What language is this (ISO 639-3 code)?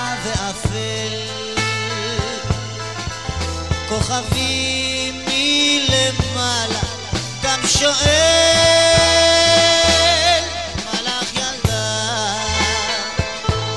heb